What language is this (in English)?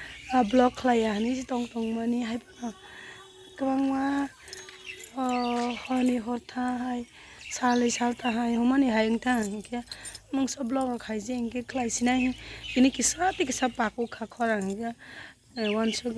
Kok Borok